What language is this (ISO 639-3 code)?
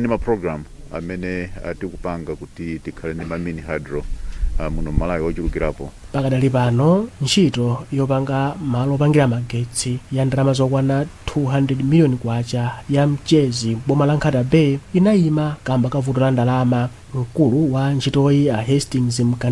nya